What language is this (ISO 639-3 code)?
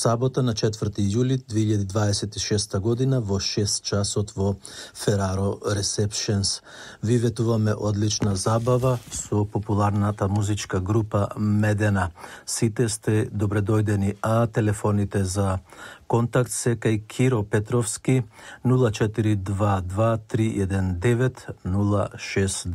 mkd